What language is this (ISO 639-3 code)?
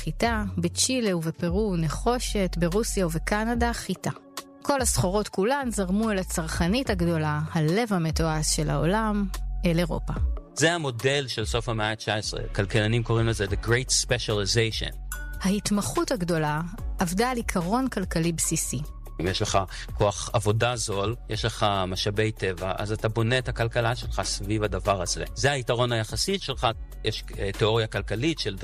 heb